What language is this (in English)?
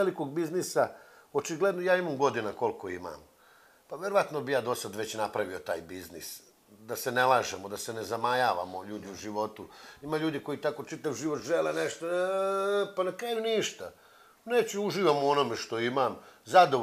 Serbian